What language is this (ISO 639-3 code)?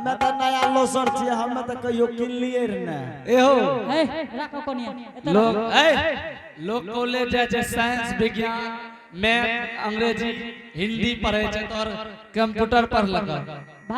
anp